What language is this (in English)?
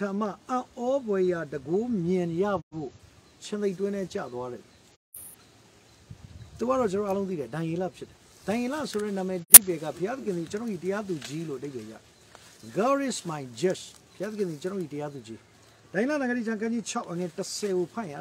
Burmese